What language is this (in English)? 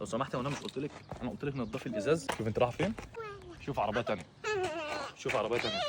Egyptian Arabic